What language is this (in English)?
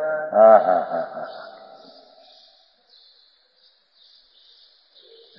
Gujarati